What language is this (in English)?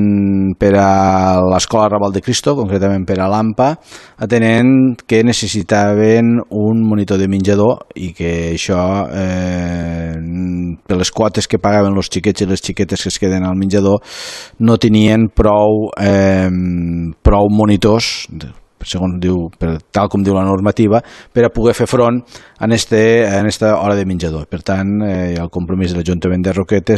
Catalan